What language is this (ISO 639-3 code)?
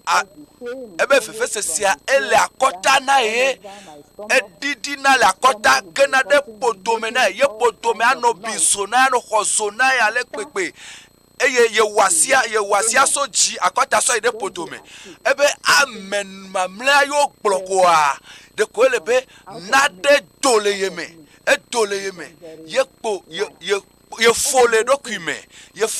ewe